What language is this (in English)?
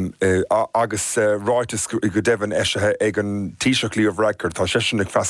Irish